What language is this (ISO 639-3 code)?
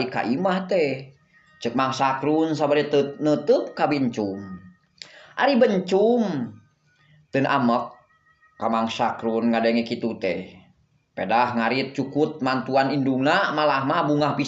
sun